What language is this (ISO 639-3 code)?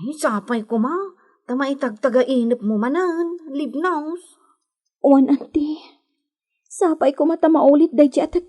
ilo